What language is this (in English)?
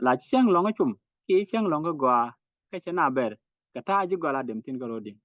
Nuer